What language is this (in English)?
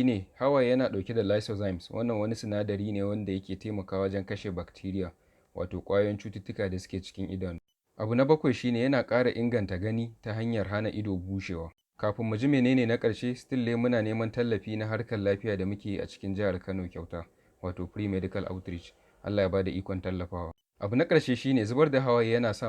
Hausa